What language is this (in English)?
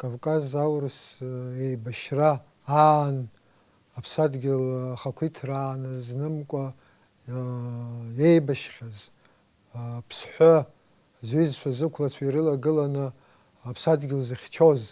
Abkhazian